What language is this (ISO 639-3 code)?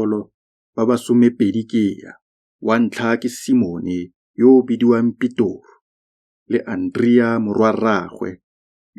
tsn